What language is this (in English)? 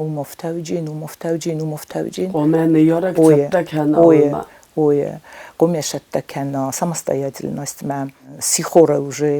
Ossetic